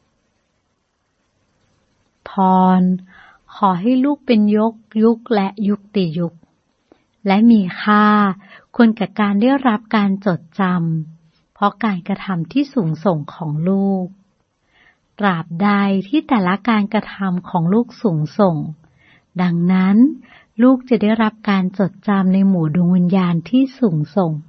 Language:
Thai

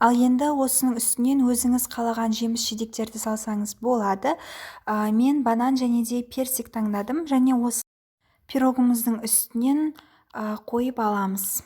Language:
Kazakh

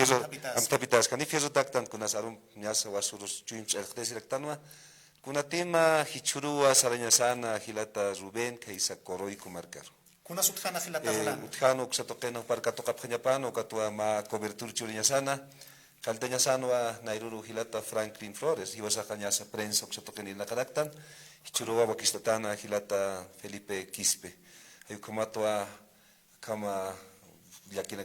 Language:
Aymara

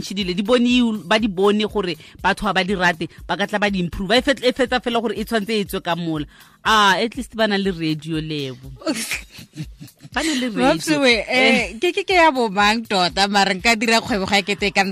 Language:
Tswana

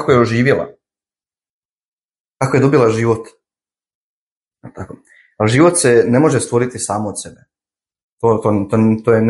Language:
Croatian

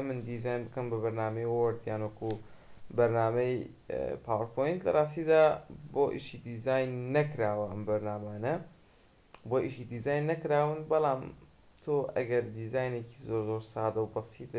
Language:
Central Kurdish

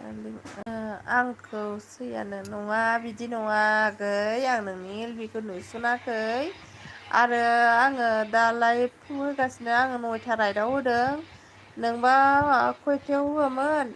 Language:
Bodo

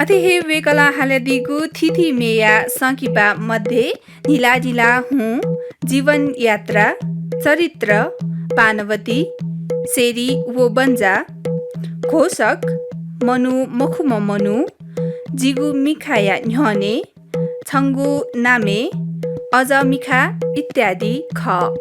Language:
Newari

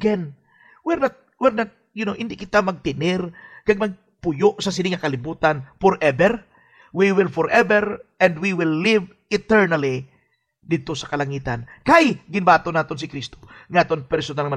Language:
Hiligaynon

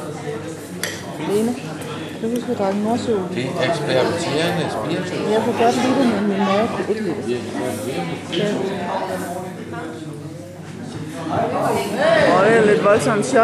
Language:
Danish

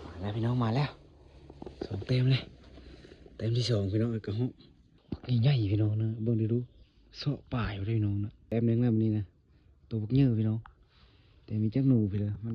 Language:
Northeastern Thai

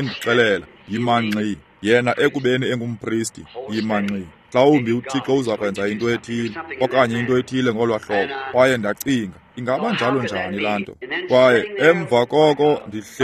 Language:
Xhosa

